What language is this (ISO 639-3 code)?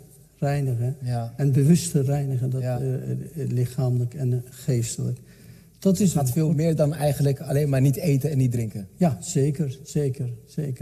nld